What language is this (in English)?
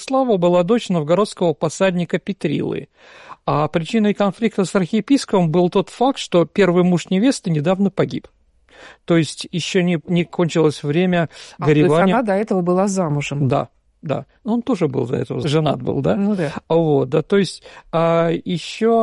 Russian